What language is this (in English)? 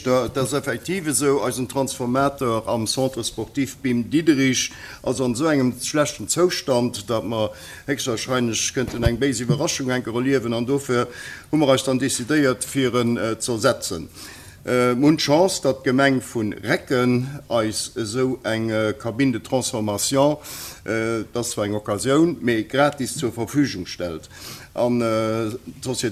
Luxembourgish